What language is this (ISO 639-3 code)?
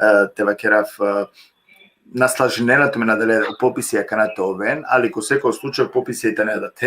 rmn